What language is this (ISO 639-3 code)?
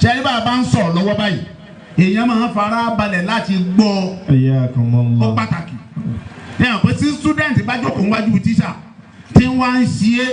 yor